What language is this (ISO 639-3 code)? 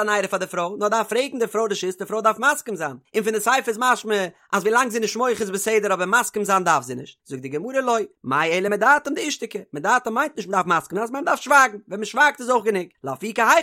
yid